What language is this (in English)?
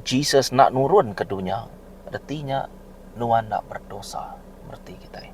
Iban